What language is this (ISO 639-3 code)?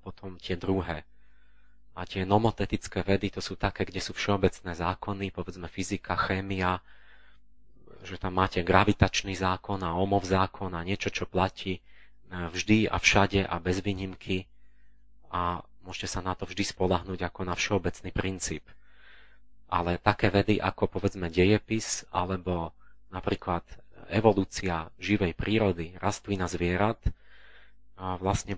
slk